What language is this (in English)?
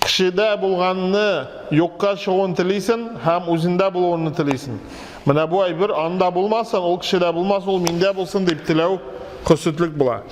Tatar